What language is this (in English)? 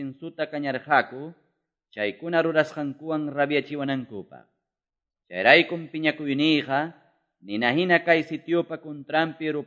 Quechua